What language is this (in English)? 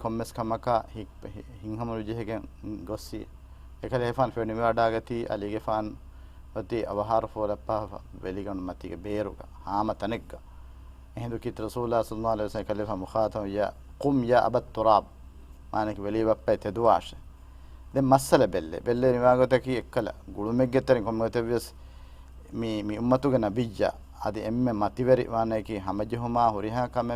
Divehi